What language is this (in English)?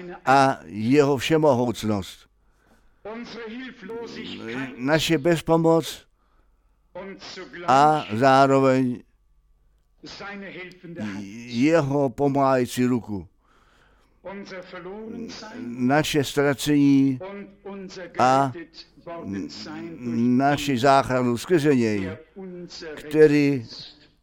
Czech